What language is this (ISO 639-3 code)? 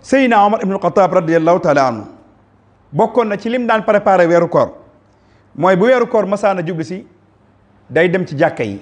wol